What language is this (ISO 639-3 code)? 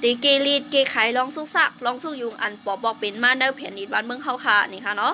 shn